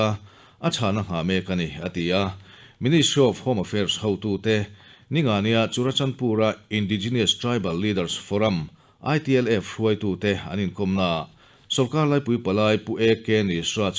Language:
Mizo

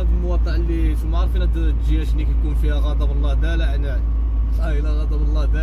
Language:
Moroccan Arabic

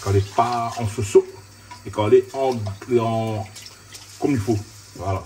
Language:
Réunion Creole French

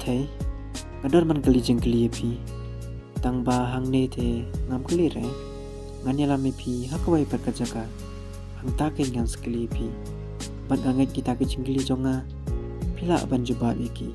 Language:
Khasi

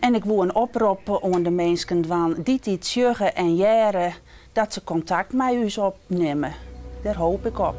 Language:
Western Frisian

